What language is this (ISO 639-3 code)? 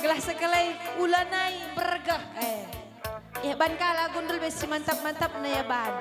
btx